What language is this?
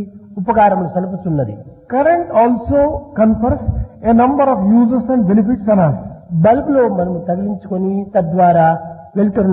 Telugu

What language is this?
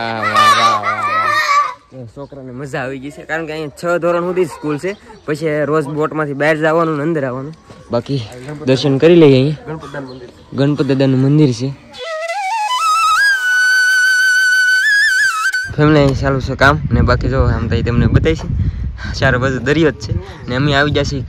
Gujarati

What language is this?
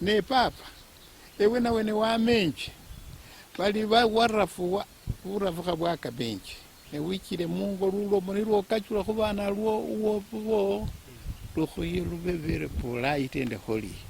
Luyia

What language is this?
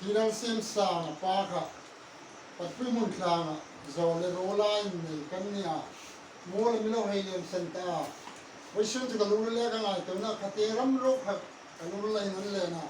Hmar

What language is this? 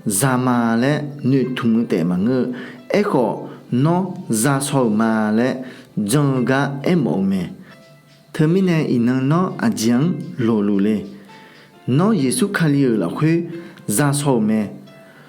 Akha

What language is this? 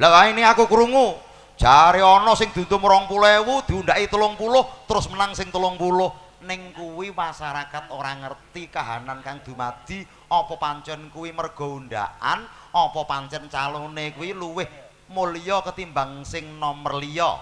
Javanese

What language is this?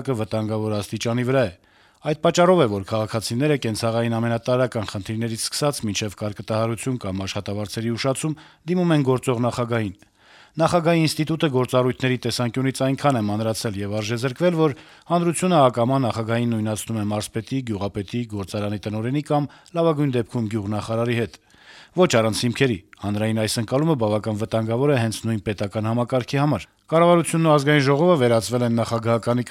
Armenian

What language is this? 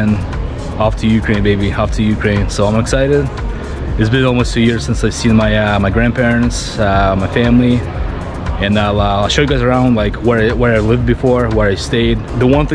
English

